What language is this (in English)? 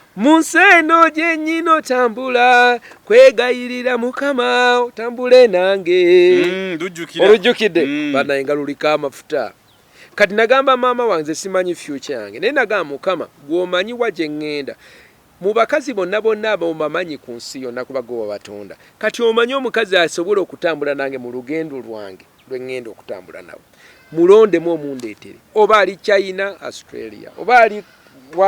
Ganda